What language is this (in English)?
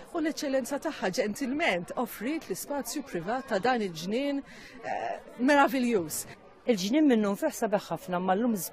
Maltese